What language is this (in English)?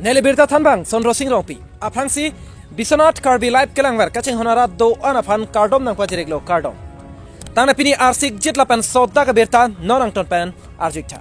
Karbi